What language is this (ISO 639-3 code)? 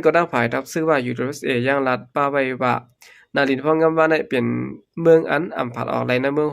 shn